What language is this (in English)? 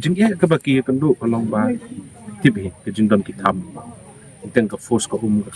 Khasi